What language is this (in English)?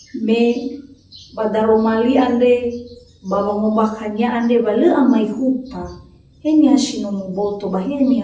Nias